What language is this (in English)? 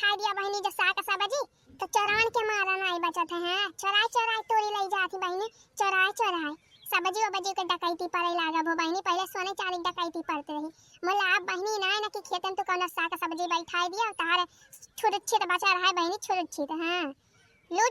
Awadhi